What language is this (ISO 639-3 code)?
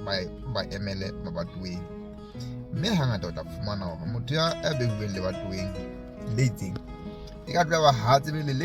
sot